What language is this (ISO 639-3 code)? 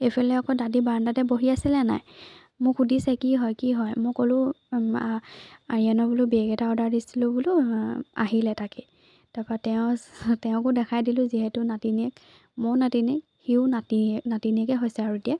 asm